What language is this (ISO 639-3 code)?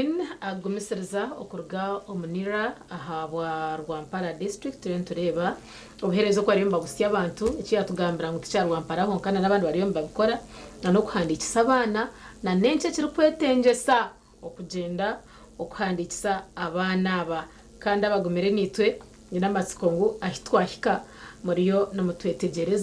nyn